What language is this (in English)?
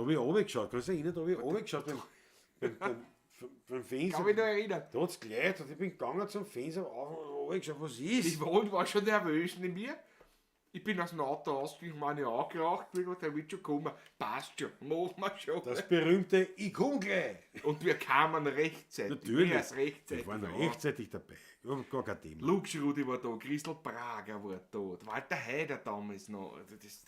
Bavarian